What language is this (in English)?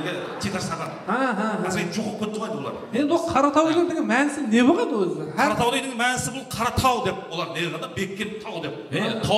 Kara-Kalpak